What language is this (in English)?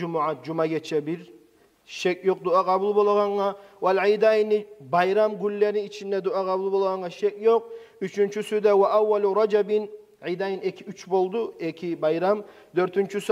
Kumyk